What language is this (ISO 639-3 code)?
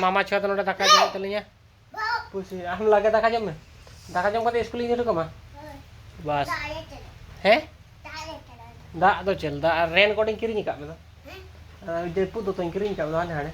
sat